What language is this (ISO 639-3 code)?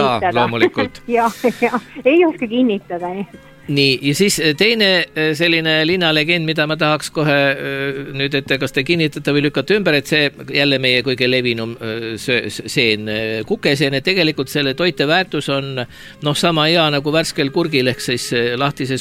est